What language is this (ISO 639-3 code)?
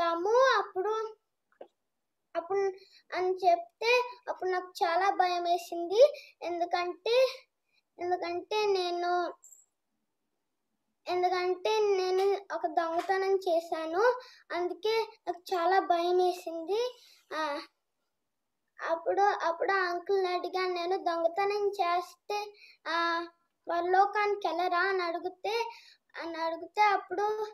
tel